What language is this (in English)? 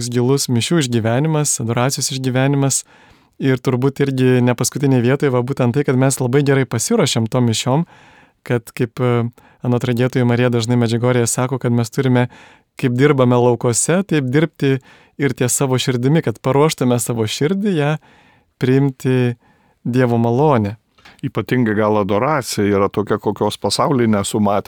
Lithuanian